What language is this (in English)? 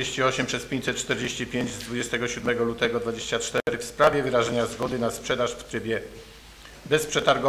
Polish